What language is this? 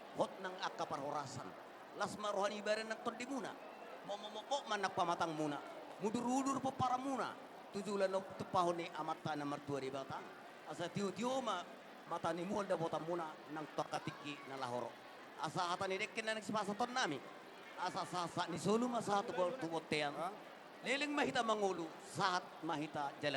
Batak Toba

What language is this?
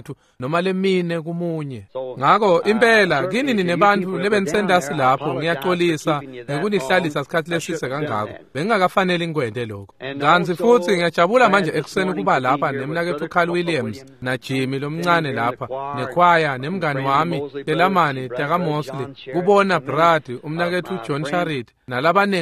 Swati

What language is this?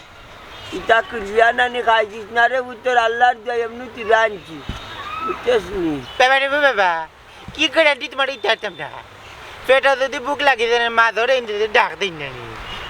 Sylheti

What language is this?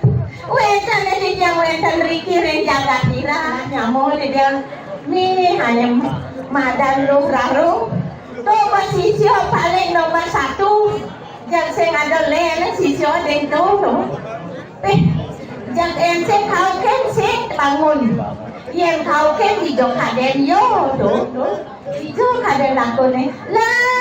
Balinese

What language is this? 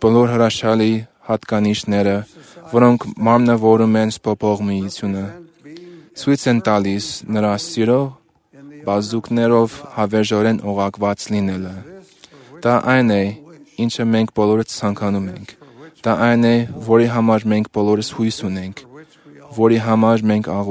Armenian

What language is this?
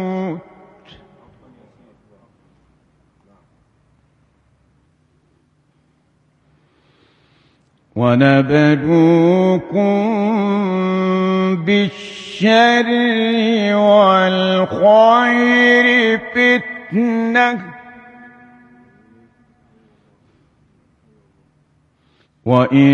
Arabic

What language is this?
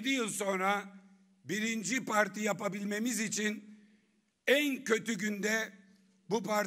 Turkish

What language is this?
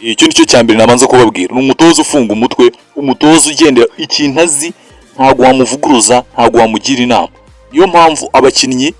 Kinyarwanda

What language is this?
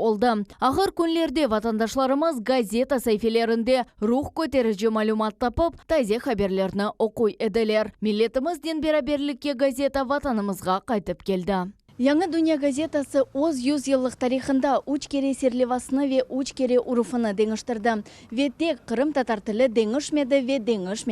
Crimean Tatar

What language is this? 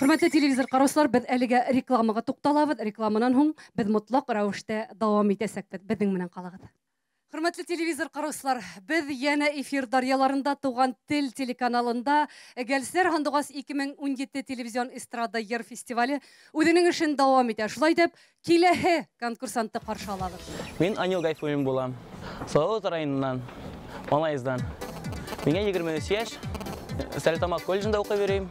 Bashkir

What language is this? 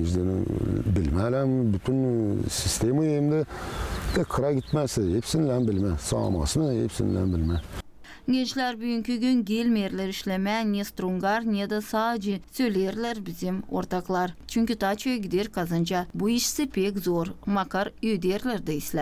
Gagauz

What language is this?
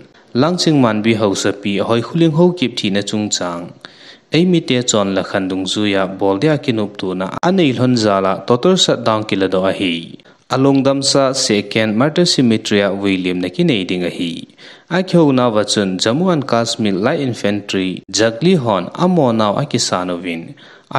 Thado Chin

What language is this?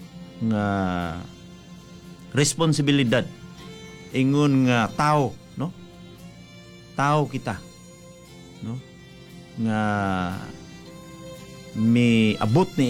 Cebuano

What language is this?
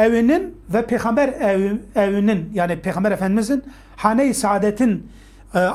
Turkish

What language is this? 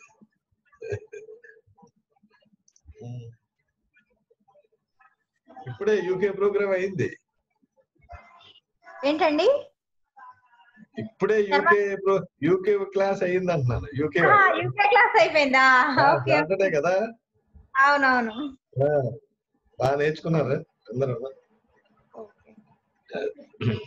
Telugu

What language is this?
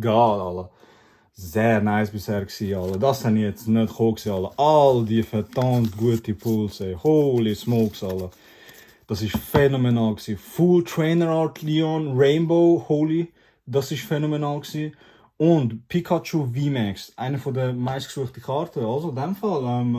Swiss German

